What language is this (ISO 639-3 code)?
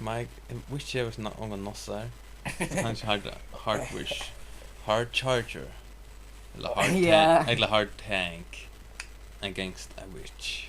fao